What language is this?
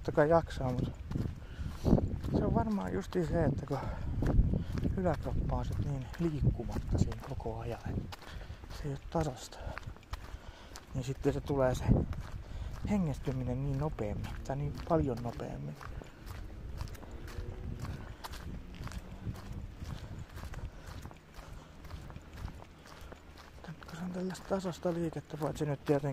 Finnish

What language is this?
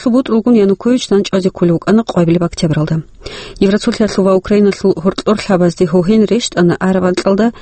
Avaric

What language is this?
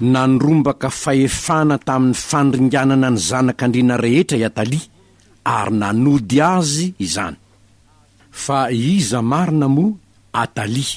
Malagasy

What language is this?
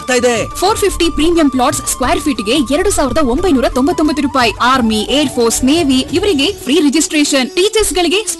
Kannada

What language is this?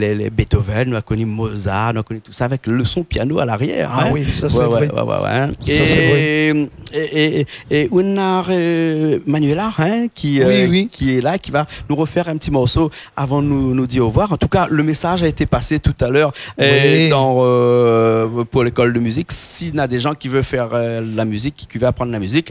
Réunion Creole French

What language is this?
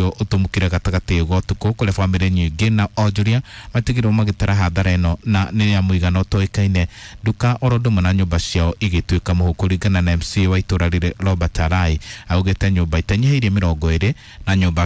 Kikuyu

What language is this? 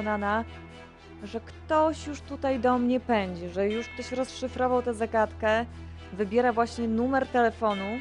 Polish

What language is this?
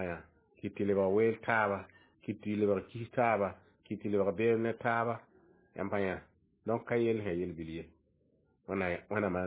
Mossi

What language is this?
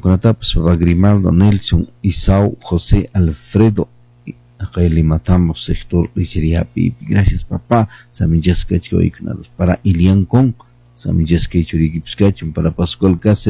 Quechua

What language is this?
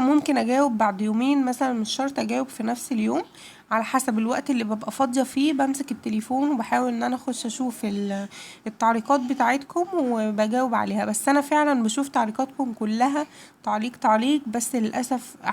Egyptian Arabic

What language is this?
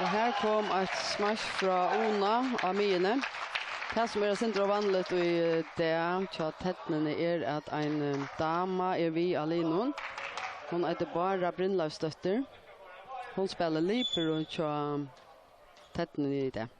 Faroese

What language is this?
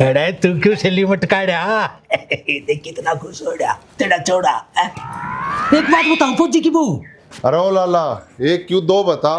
Haryanvi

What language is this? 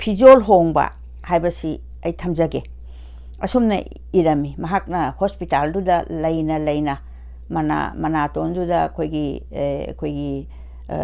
Manipuri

